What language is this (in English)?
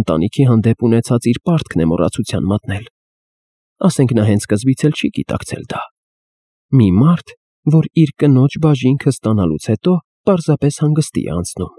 Armenian